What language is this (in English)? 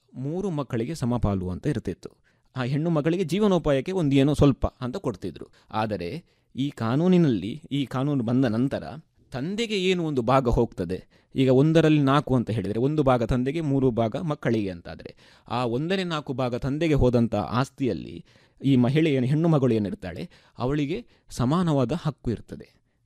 Kannada